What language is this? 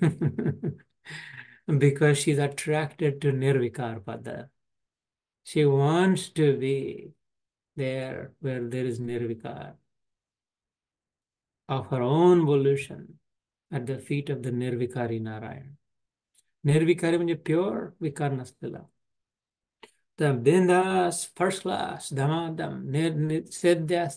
Marathi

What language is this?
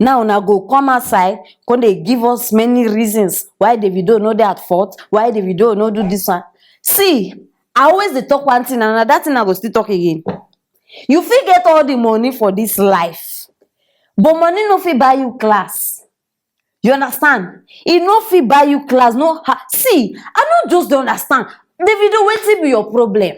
Nigerian Pidgin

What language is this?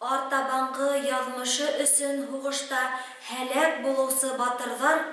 Bashkir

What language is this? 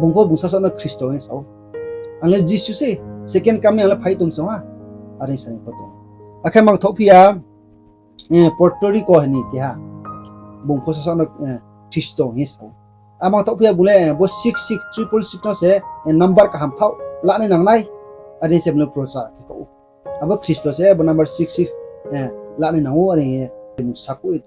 Riang (India)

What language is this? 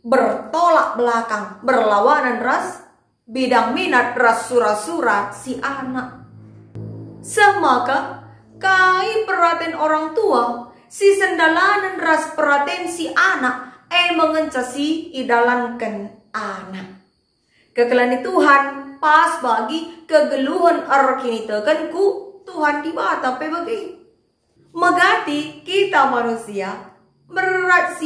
Batak Karo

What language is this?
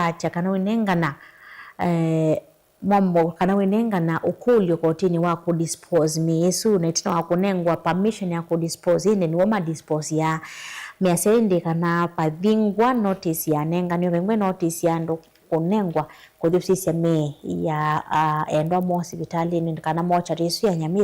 Kamba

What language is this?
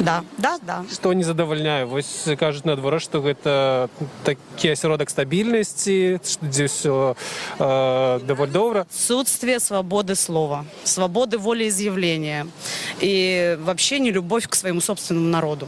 Belarusian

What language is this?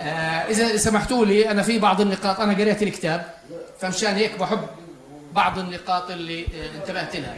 North Levantine Arabic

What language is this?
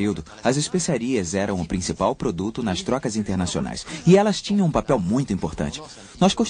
Portuguese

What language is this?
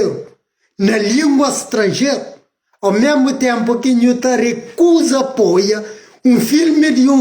Kabuverdianu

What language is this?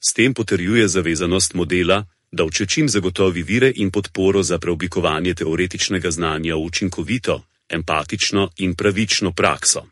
Slovenian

